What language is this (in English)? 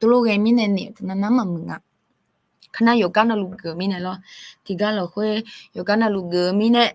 Akha